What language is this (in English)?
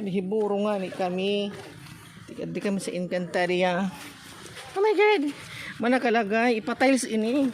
Waray